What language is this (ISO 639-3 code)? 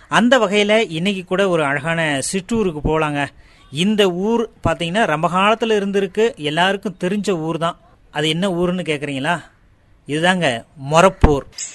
tam